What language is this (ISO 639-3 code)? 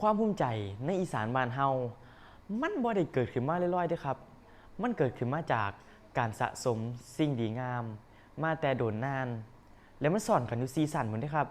tts